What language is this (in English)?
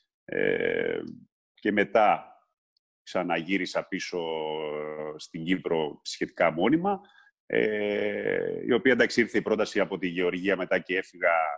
Greek